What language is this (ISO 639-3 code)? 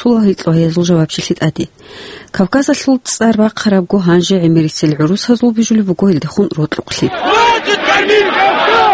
ava